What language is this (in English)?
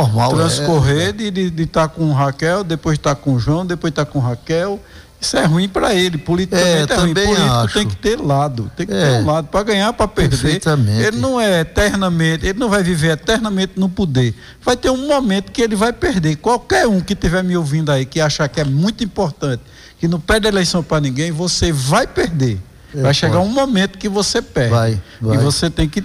Portuguese